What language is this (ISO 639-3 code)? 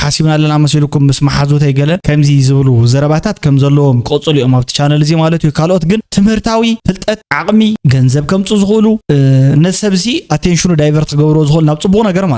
tir